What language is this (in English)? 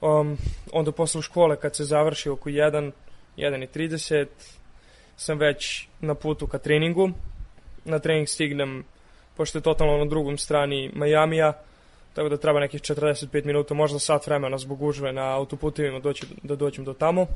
Serbian